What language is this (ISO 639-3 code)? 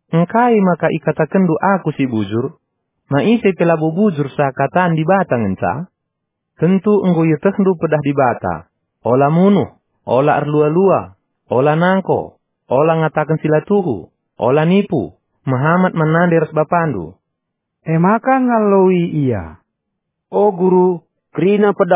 btx